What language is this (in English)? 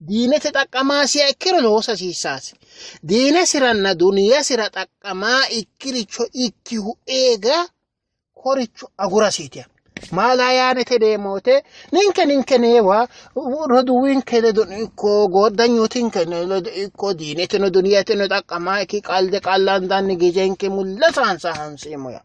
Sidamo